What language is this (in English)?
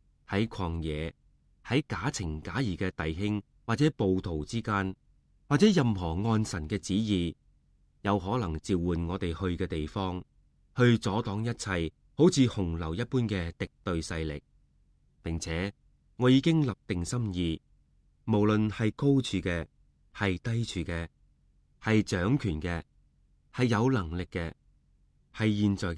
Cantonese